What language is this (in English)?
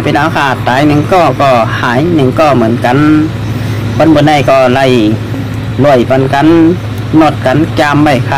Shan